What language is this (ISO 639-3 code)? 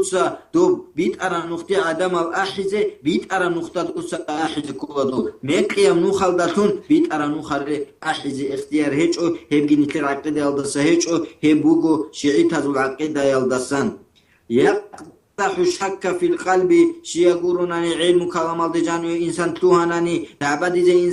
ava